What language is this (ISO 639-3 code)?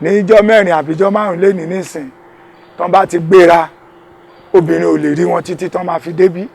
yor